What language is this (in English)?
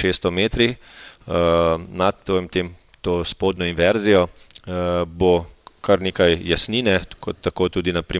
Slovenian